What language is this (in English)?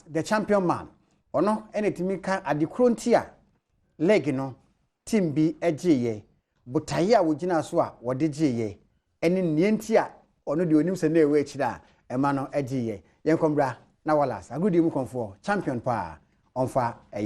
Akan